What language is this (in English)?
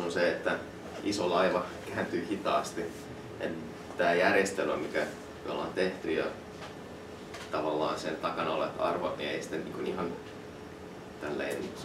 Finnish